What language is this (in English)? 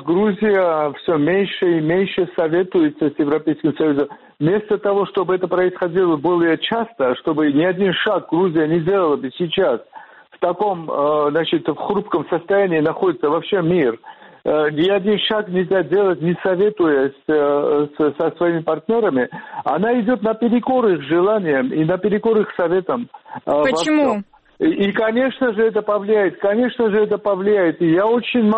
Russian